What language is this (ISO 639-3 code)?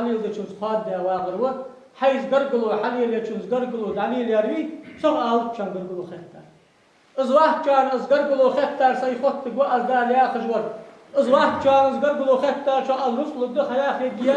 inh